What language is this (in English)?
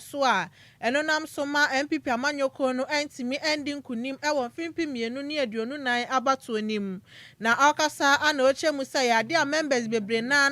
Akan